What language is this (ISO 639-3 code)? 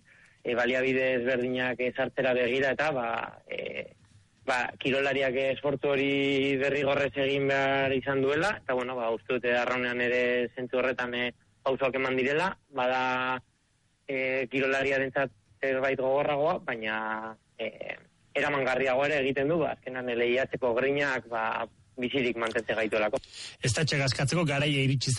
eus